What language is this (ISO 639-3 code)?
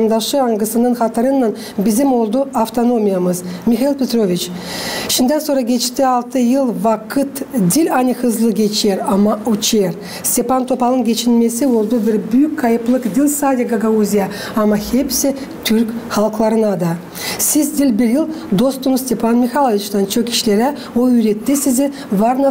gag